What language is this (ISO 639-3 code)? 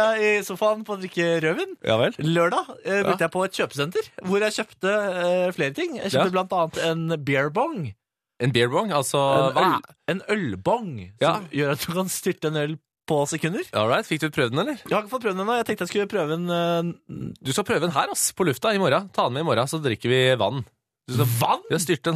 nor